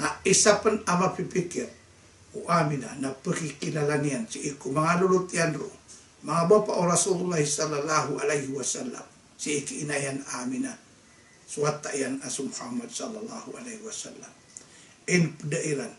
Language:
Maranao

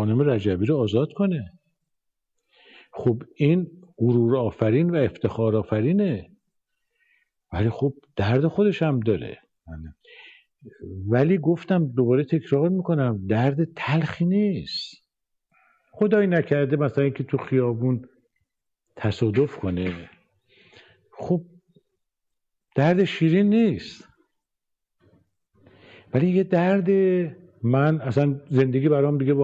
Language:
Persian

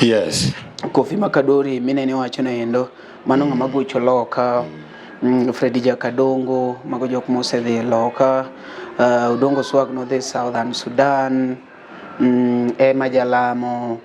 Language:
Luo (Kenya and Tanzania)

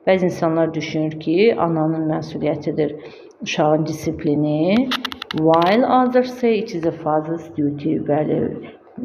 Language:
Azerbaijani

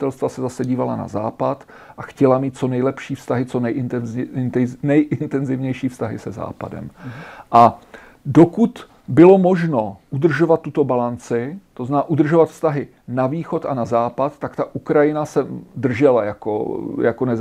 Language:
Czech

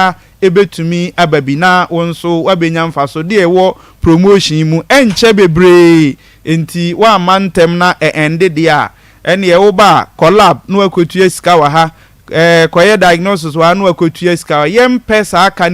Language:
Akan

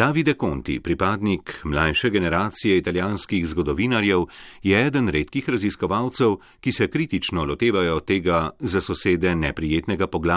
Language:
Slovenian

